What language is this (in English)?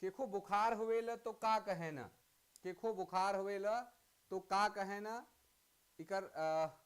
Sadri